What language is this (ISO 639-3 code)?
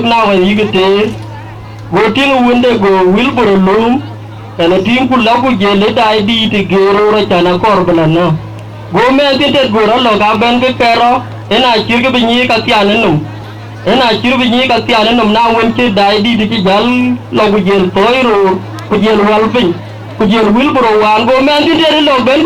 din